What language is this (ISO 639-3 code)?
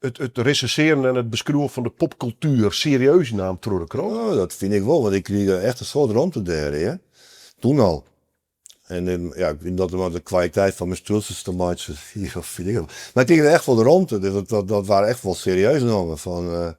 fry